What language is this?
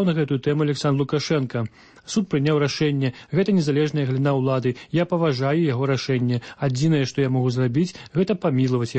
Belarusian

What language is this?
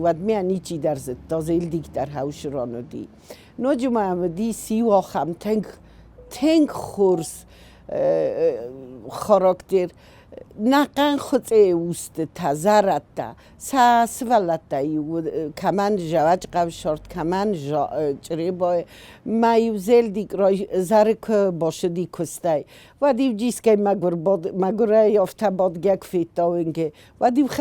Ossetic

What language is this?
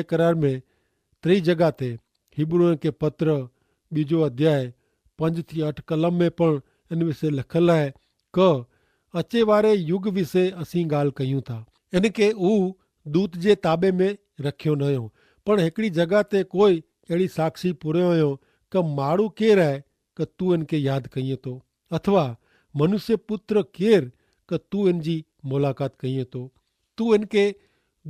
Kachhi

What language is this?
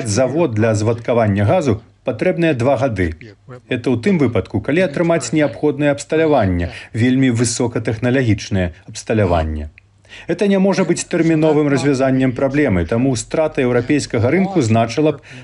Belarusian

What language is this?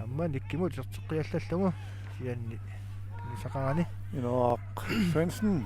Kalaallisut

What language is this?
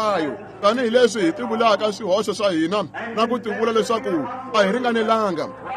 Tsonga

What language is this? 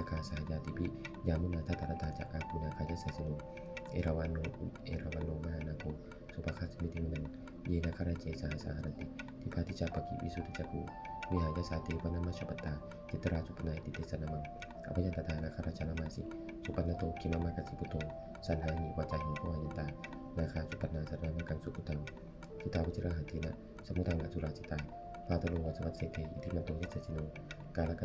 Pali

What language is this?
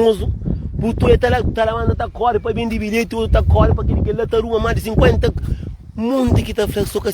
Kabuverdianu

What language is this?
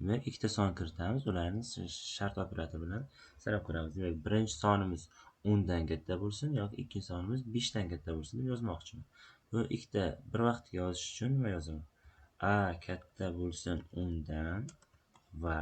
Uzbek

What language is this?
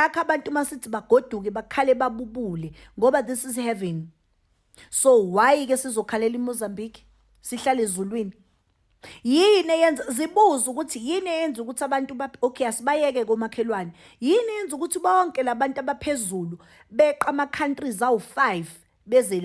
Zulu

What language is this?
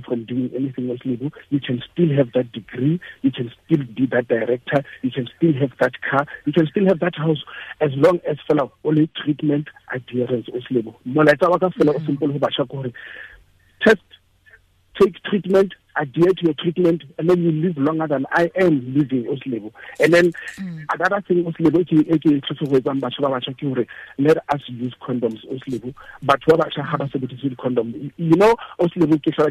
Tswana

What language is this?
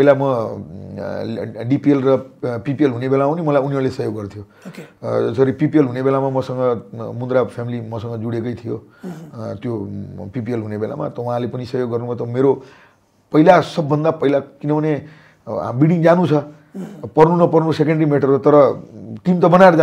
Nepali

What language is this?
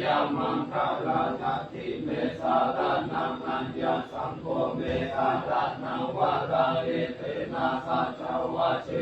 Pali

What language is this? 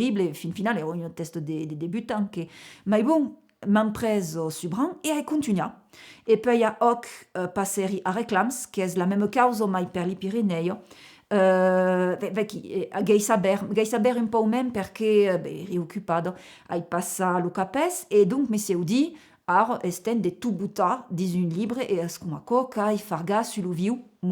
Occitan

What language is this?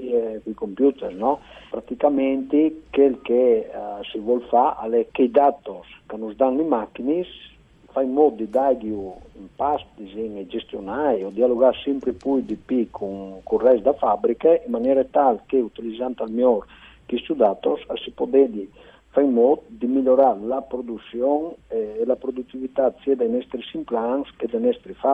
Friulian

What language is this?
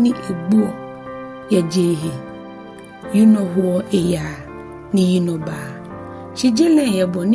Ga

